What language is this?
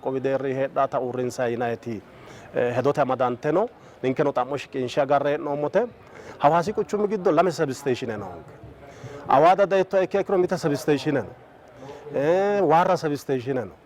Sidamo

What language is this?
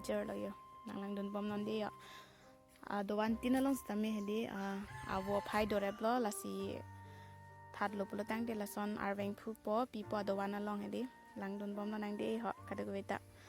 Karbi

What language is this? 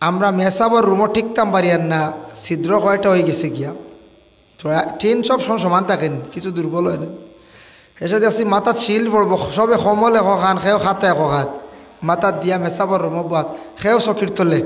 Sylheti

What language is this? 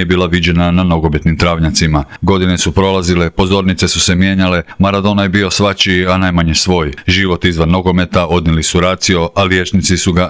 Croatian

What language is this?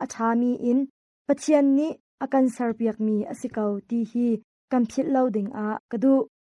Hakha Chin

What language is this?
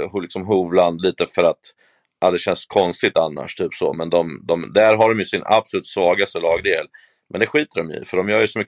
Swedish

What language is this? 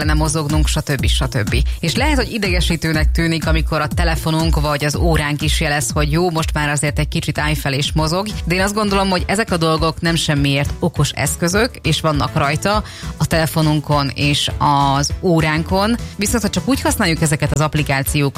Hungarian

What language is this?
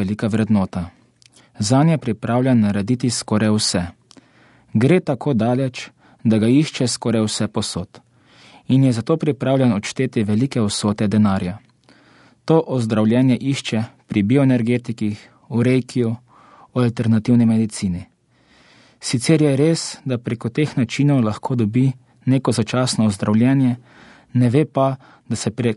Slovenian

